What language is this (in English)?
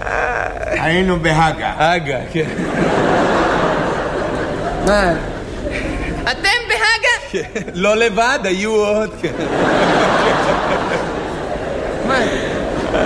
Hebrew